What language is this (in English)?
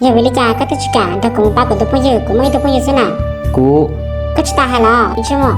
Hmong